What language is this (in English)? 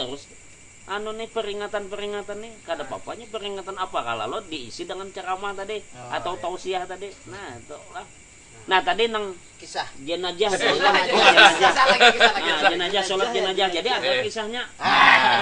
Banjar